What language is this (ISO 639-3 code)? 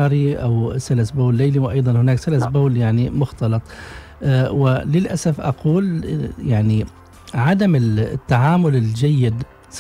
ara